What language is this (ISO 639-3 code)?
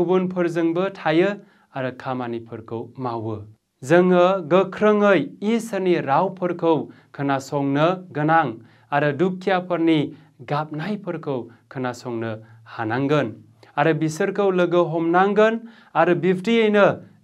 brx